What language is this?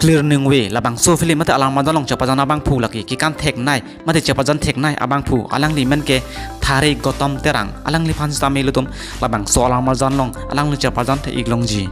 Karbi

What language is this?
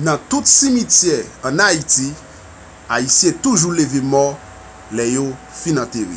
Haitian Creole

